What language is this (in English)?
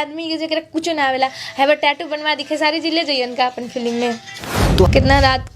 Bhojpuri